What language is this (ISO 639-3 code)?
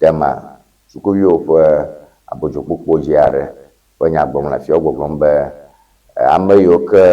ewe